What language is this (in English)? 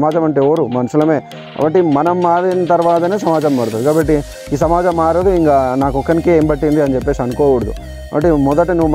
Telugu